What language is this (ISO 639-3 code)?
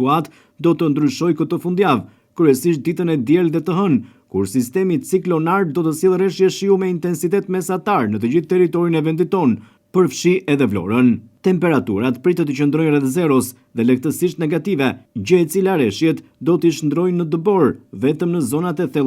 sqi